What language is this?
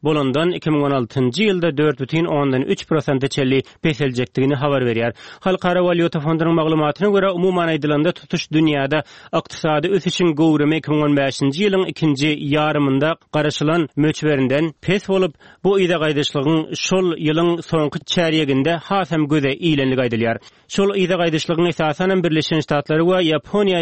Turkmen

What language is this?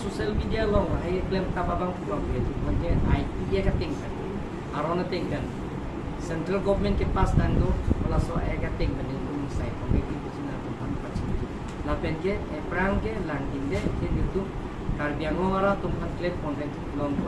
Karbi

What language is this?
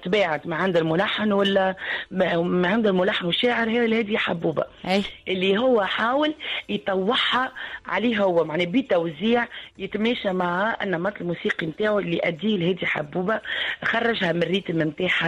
Tunisian Arabic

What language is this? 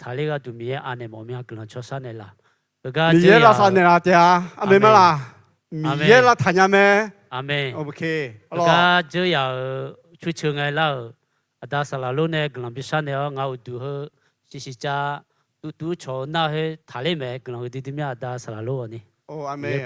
Akha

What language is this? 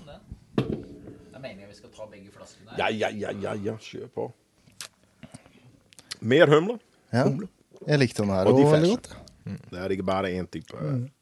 Norwegian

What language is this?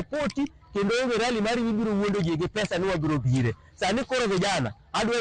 Luo (Kenya and Tanzania)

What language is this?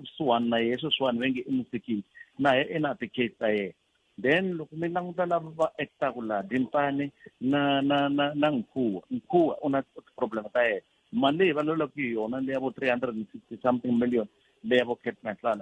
Tsonga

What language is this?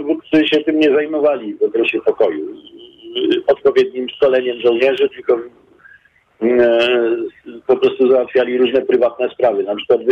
Polish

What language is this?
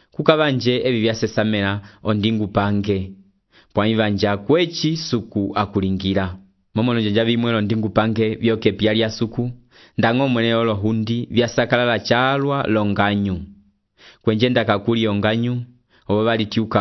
Umbundu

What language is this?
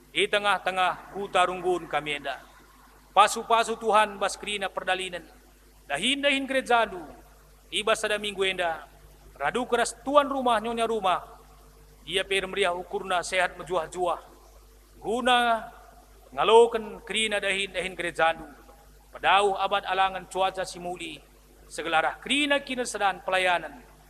Batak Karo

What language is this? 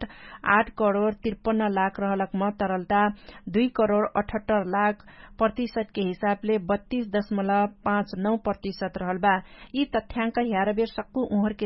Dangaura Tharu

